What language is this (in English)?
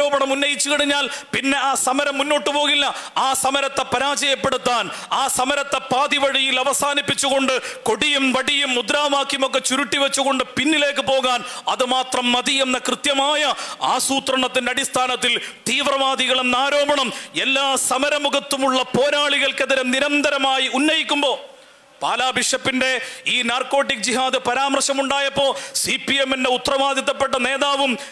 Malayalam